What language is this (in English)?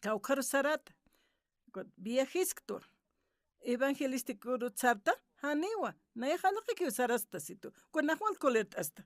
Aymara